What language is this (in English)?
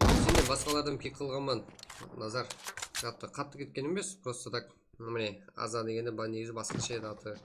Kara-Kalpak